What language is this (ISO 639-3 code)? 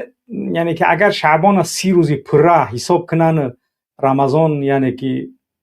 tgk